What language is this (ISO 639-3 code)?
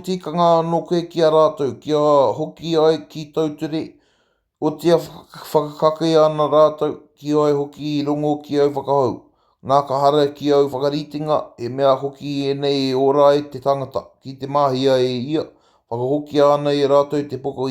mri